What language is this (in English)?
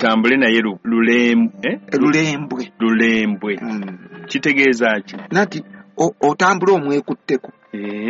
Ganda